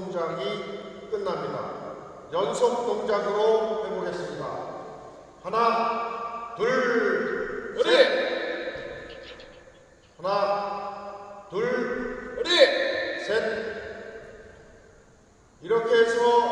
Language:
Korean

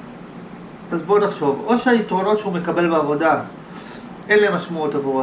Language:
Hebrew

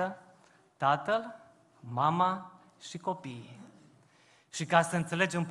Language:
Romanian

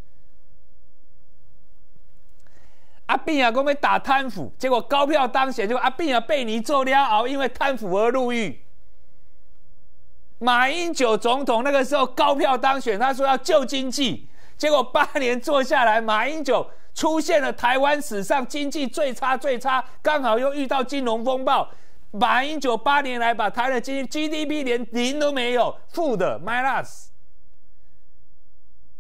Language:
Chinese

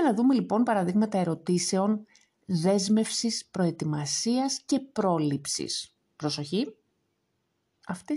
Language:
Greek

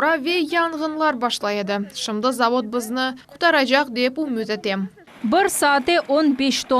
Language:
Crimean Tatar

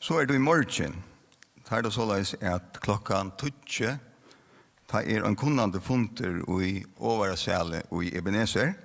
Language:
Faroese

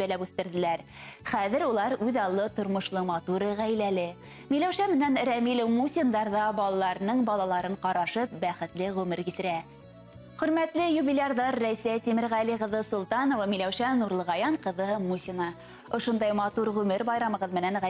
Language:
Bashkir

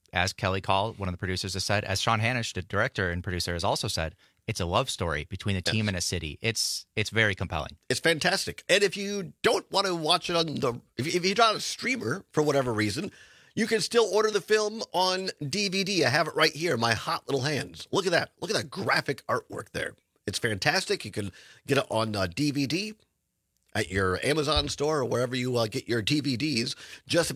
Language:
English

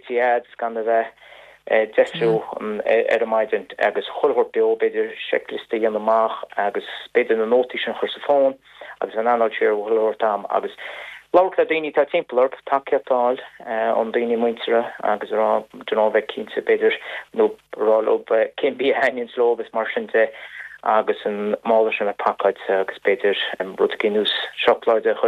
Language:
Irish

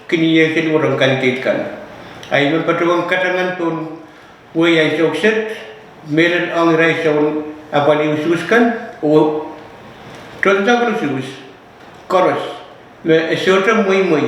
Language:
Pohnpeian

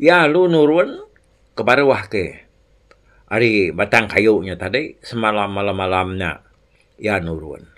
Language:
Iban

